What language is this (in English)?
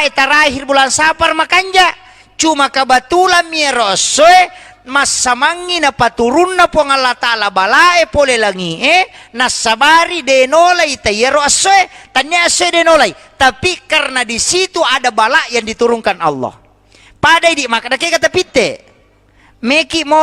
Buginese